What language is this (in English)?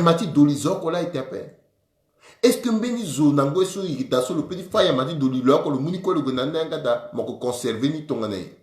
Sango